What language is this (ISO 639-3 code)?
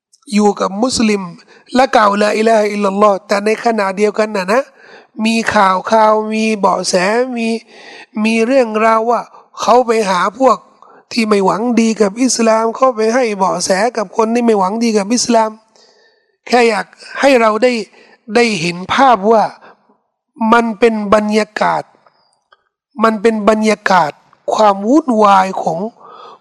tha